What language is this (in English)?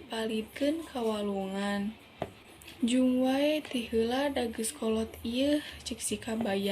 Sundanese